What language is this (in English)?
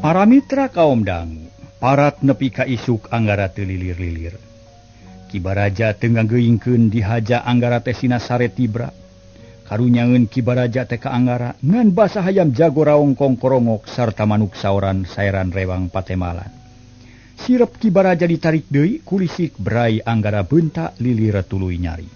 Sundanese